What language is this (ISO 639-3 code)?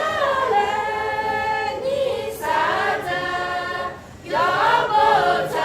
lhu